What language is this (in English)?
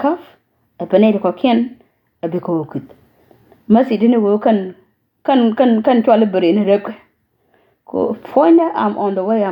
Nuer